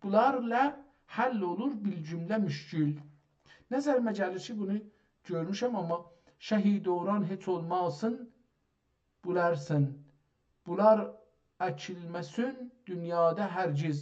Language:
South Azerbaijani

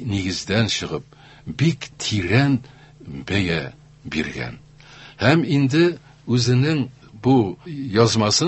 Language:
Tatar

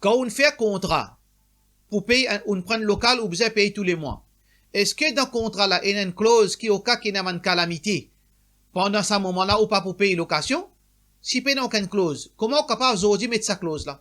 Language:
Morisyen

